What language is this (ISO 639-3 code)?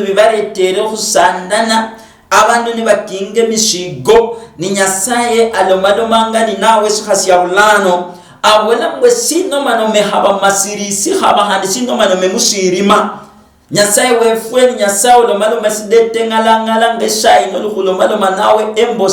luy